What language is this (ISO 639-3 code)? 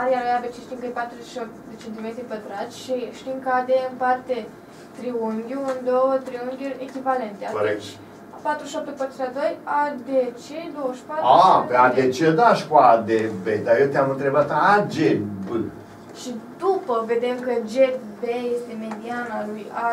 ron